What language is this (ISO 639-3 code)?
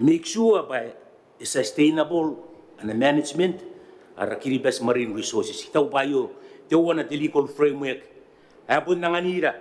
gil